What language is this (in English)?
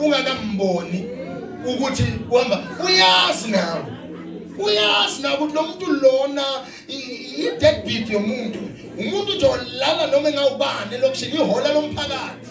Zulu